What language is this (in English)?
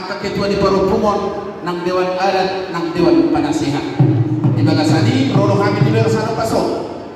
Batak Toba